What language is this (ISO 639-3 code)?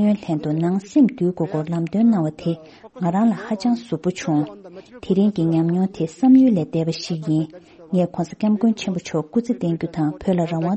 bod